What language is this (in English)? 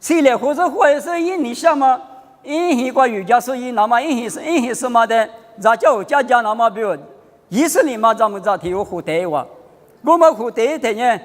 Lisu